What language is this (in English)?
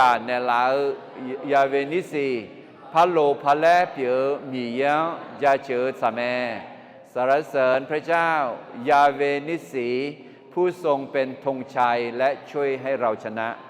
Akha